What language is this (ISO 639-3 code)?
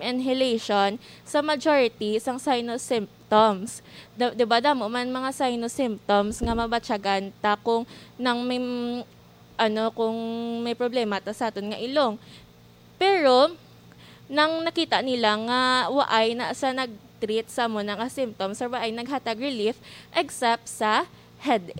hil